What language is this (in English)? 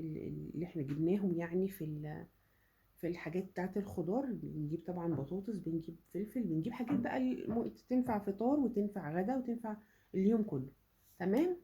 Egyptian Arabic